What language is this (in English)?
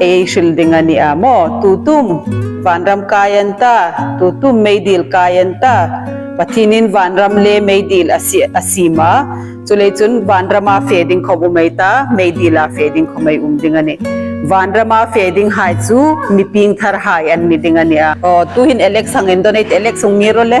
Hmar